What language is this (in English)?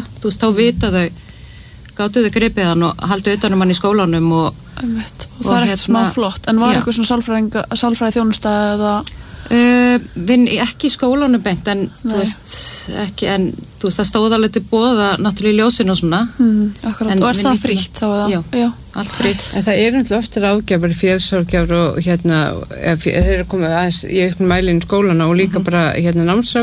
Icelandic